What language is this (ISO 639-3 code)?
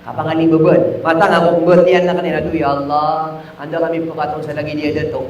mrw